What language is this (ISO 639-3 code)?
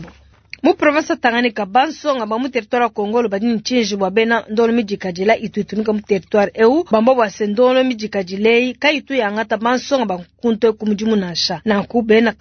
lua